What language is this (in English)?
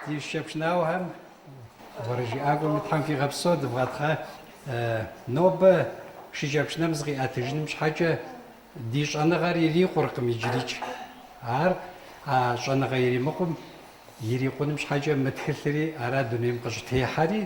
Kabardian